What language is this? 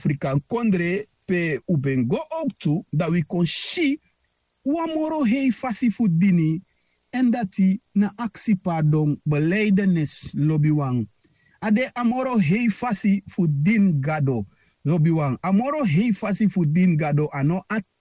Sranan Tongo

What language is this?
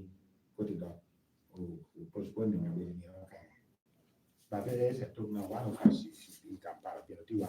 Lango (Uganda)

